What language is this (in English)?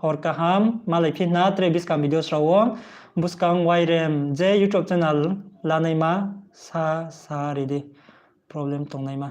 Riang (India)